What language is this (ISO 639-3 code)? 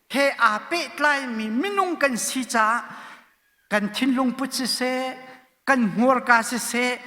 cnh